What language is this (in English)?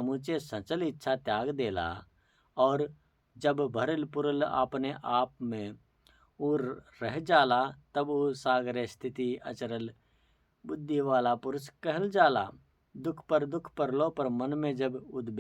Bhojpuri